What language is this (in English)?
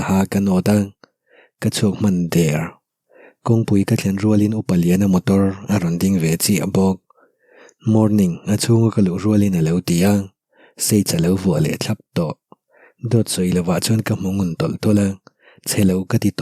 Mizo